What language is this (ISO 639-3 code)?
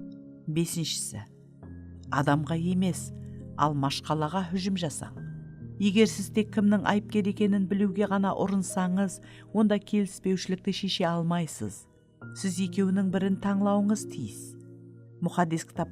kaa